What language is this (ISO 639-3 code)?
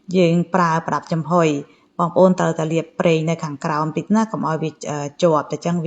khm